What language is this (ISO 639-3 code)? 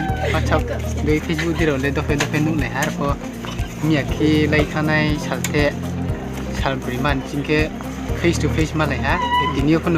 ria